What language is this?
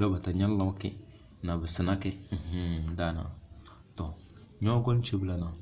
Tem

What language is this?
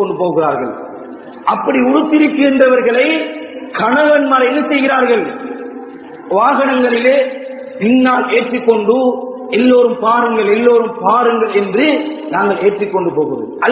Tamil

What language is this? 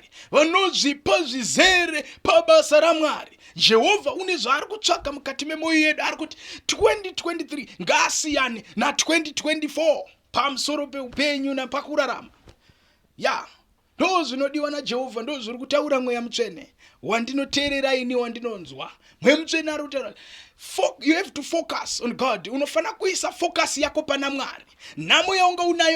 Shona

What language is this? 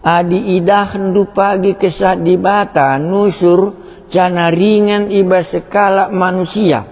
Batak Karo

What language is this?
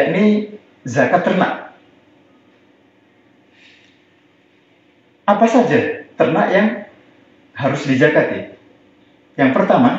Indonesian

